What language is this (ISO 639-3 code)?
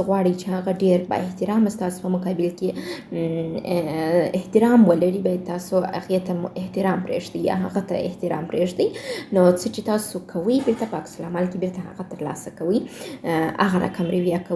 pus